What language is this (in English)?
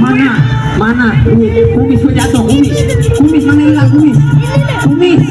Betawi